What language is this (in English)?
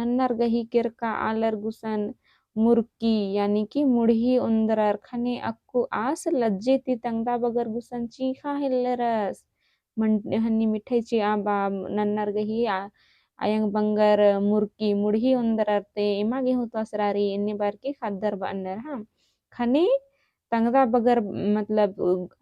Kurukh